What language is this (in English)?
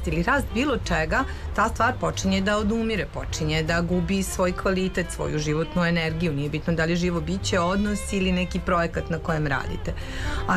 Serbian